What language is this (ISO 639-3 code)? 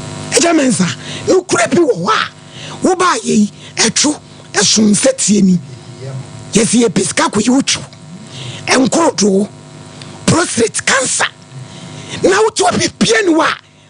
aka